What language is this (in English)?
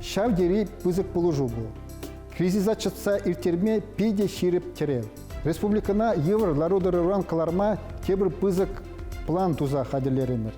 Chuvash